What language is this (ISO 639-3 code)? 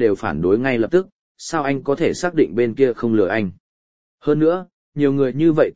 vie